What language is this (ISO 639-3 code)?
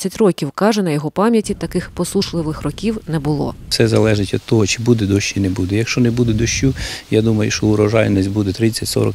ukr